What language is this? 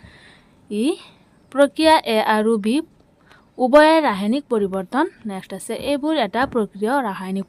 Assamese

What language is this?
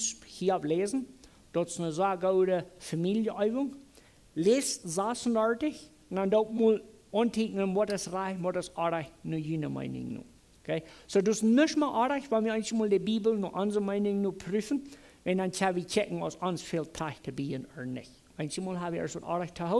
Plautdietsch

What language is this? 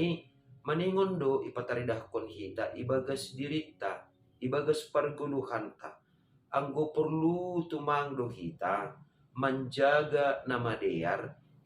Batak Simalungun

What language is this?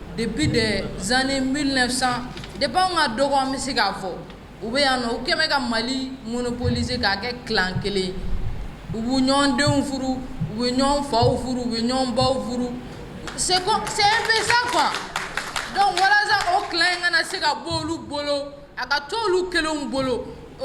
Bambara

